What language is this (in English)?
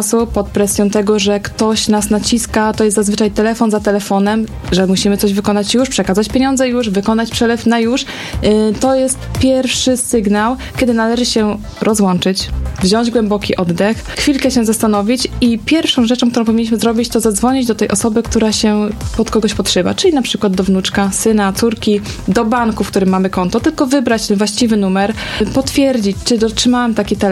Polish